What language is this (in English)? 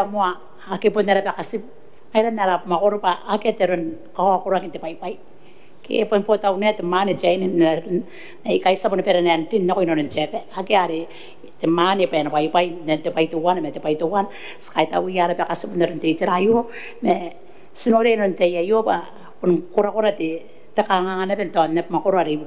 Gilbertese